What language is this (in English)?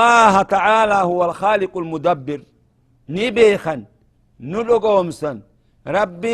Oromo